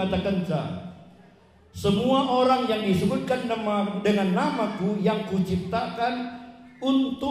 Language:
Batak Karo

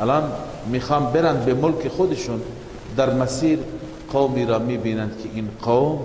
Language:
Persian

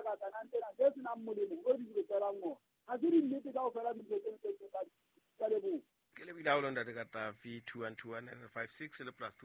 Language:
Southern Sotho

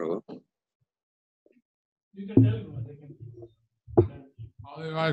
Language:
English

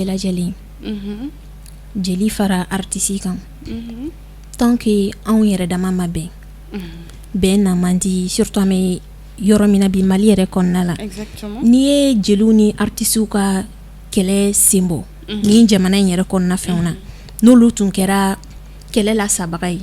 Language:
Bambara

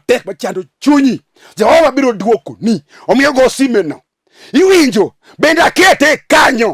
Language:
Luo (Kenya and Tanzania)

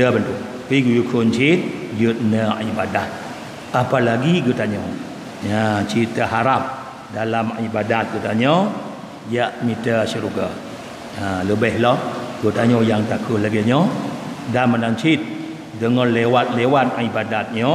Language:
Achinese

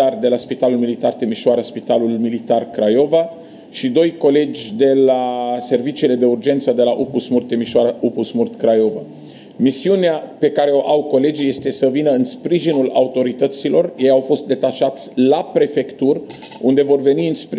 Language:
Romanian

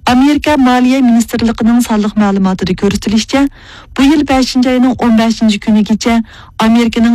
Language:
Uyghur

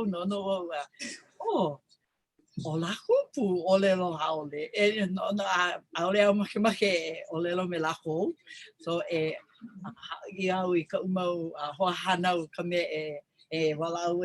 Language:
Hawaiian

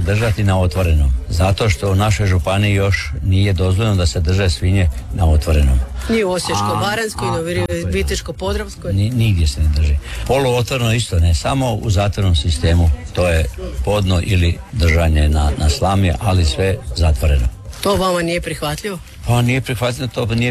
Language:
Croatian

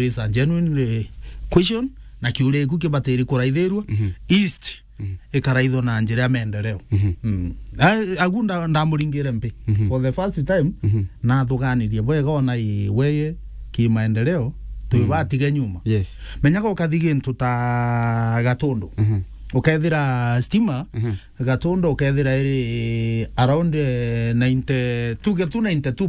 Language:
Meru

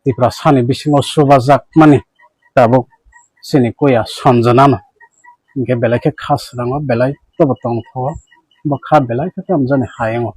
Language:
Kok Borok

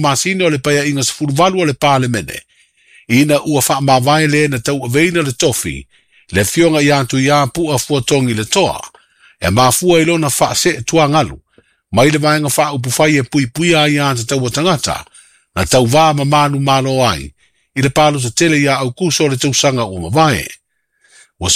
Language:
Samoan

